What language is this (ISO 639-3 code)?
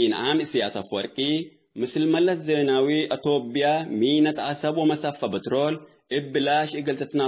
tig